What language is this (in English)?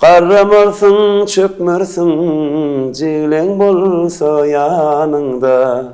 Turkmen